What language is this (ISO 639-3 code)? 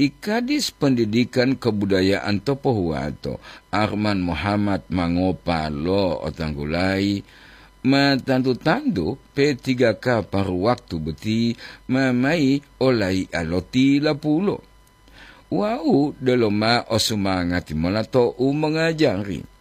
gor